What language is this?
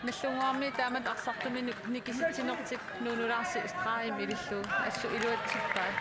Kalaallisut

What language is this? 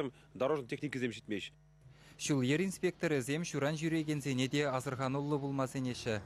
Chuvash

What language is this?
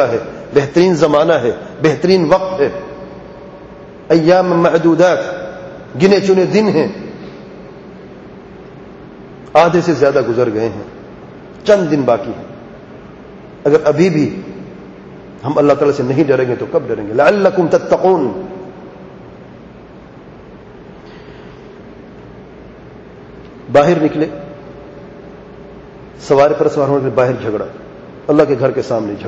Urdu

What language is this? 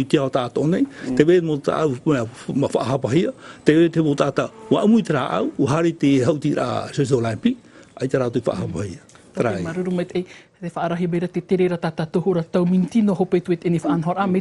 Tahitian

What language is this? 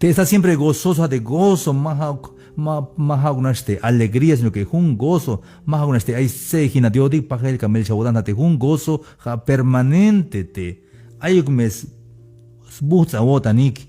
Tzeltal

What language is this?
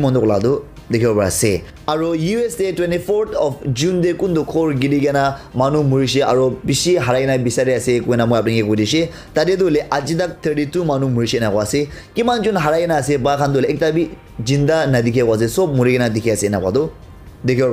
Naga Pidgin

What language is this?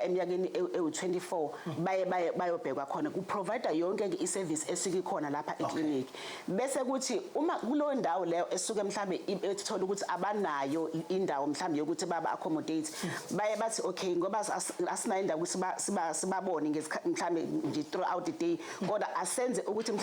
Zulu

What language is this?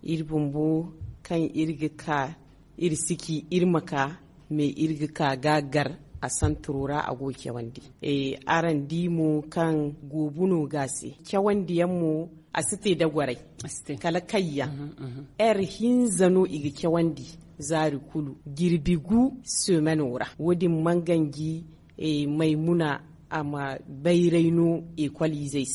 Zarma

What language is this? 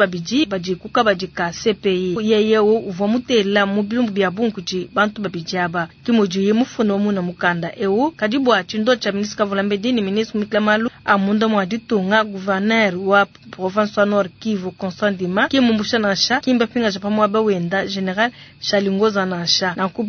Luba-Lulua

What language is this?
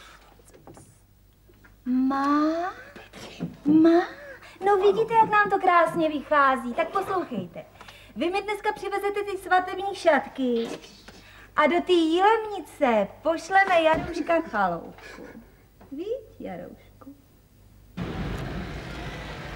Czech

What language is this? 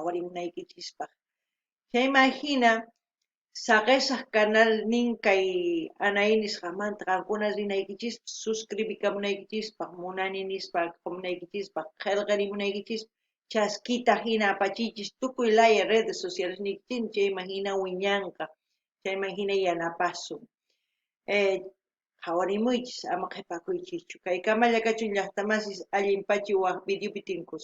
South Bolivian Quechua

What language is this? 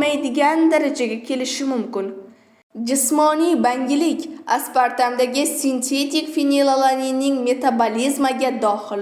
Uzbek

